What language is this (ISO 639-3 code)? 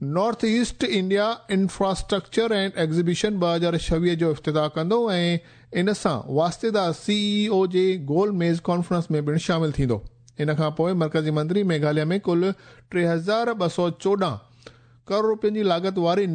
snd